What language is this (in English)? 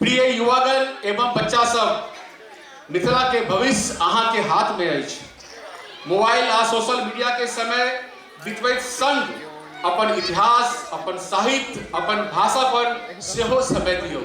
Maithili